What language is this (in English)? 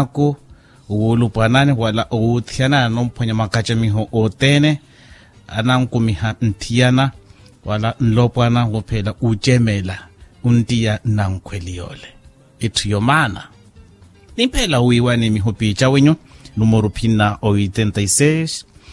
Makhuwa